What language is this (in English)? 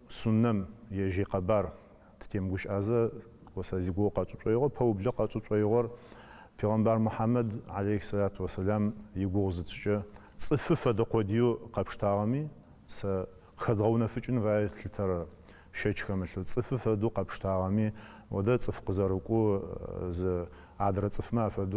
Adyghe